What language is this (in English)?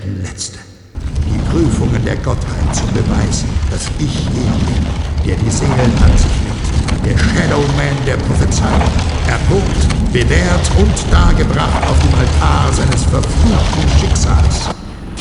Bavarian